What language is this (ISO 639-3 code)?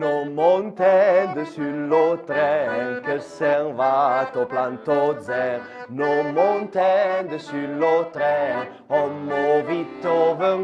frp